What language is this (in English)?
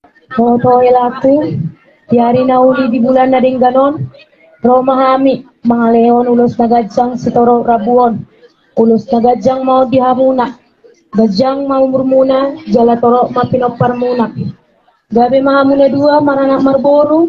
Batak Toba